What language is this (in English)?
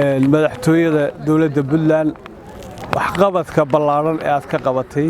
Somali